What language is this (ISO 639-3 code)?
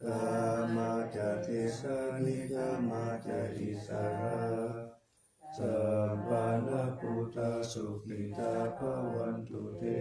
pli